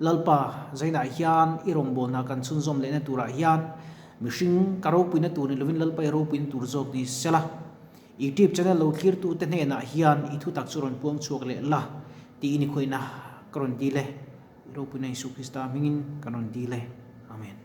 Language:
Mizo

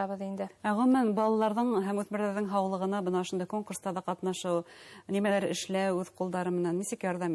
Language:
Bashkir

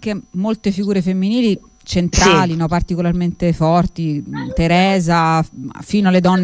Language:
Italian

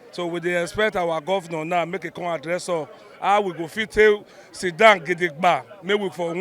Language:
Nigerian Pidgin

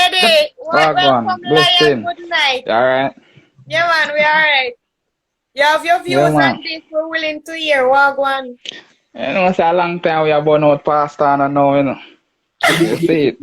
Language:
Jamaican Creole English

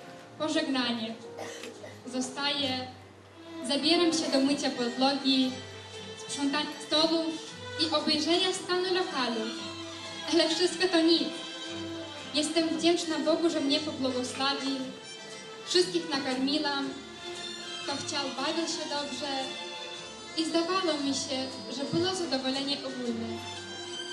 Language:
Polish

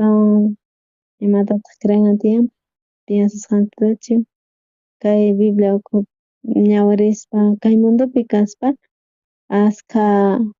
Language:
South Bolivian Quechua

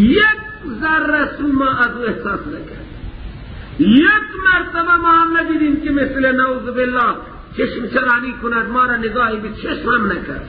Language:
Persian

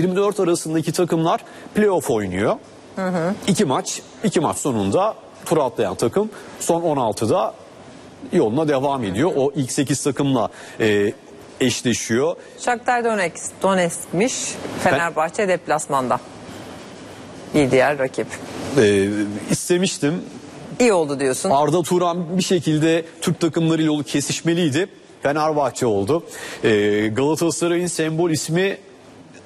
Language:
Turkish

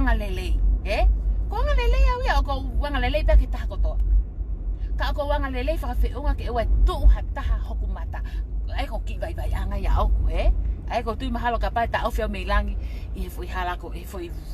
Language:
Tongan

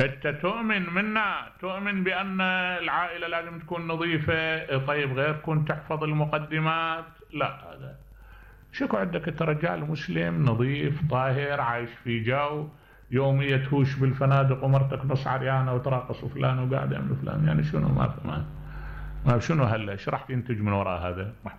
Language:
Mesopotamian Arabic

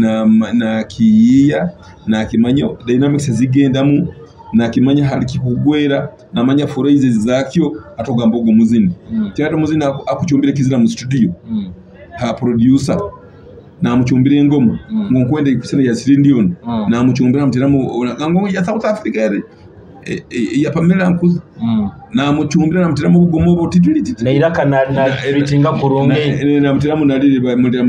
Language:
Nyoro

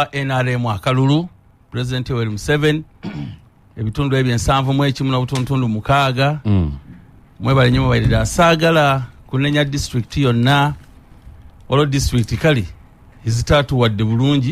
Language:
Ganda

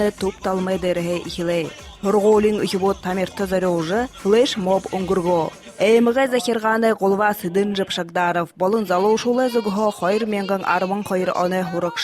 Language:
Buriat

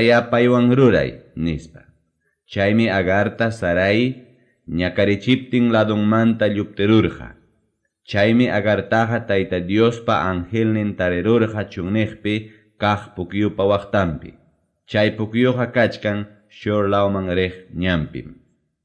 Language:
Ayacucho Quechua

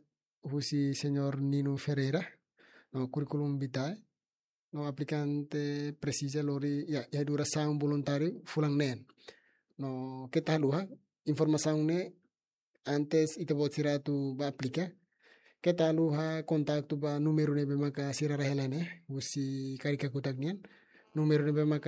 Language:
Tetum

